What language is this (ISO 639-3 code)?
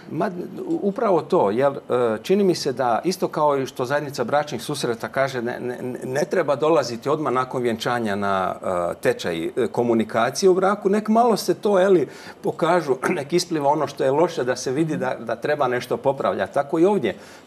hrv